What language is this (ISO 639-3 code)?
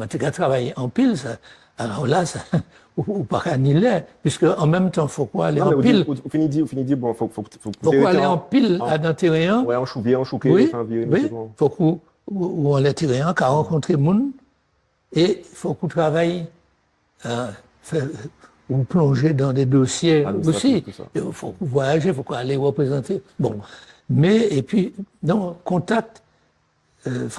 gcf